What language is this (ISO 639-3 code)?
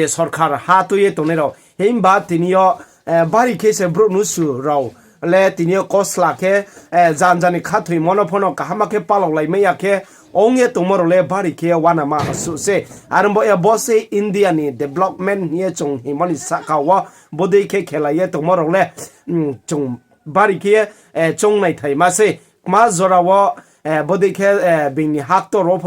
ria